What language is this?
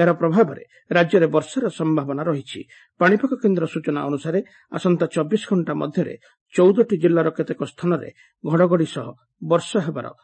Odia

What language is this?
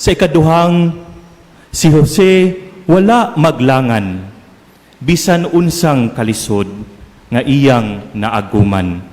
Cebuano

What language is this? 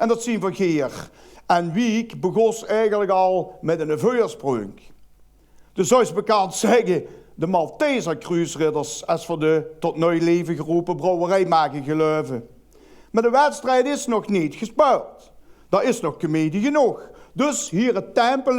Limburgish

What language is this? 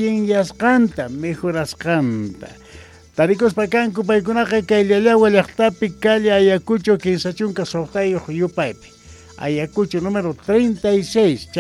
South Bolivian Quechua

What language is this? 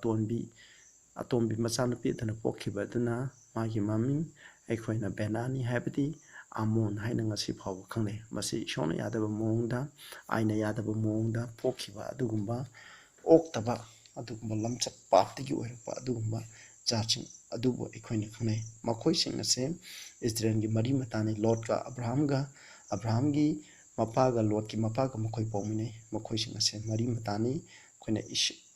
Manipuri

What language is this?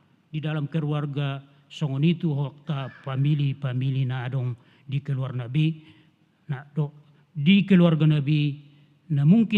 Batak Toba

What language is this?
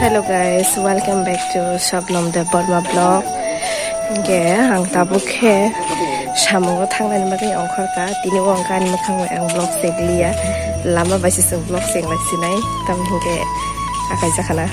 Kok Borok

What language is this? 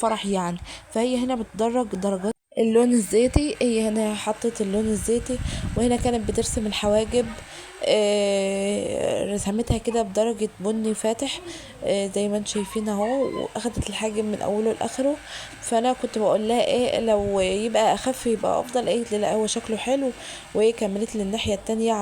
Egyptian Arabic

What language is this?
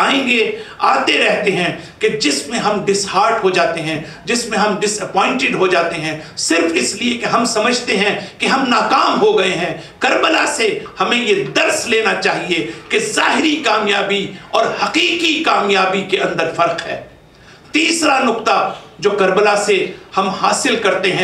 Urdu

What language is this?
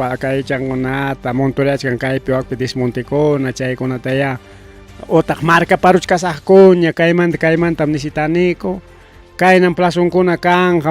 Ayacucho Quechua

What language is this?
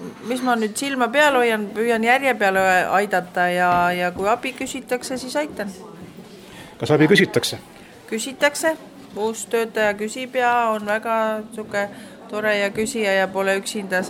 Estonian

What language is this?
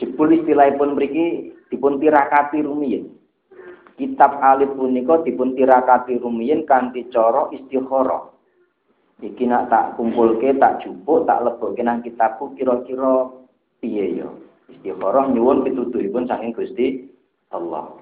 Javanese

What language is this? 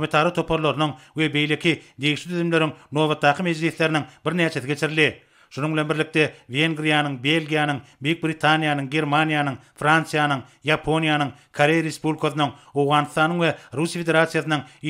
Turkmen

